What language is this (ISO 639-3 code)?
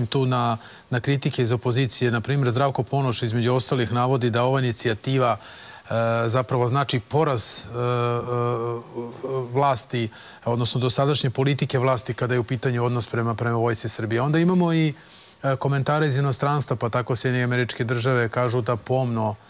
srp